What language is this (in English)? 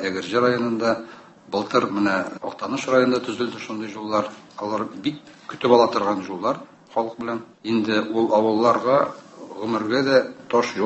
Tatar